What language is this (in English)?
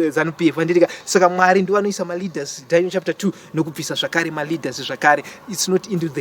Shona